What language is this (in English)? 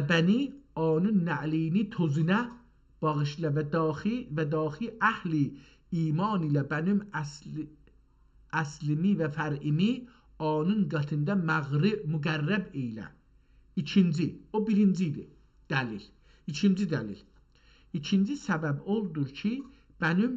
South Azerbaijani